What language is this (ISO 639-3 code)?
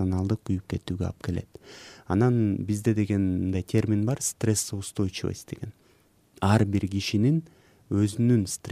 kir